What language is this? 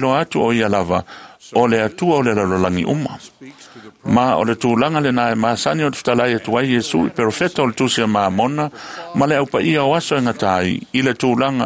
Samoan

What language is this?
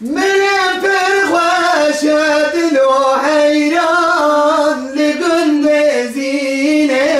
Kurdish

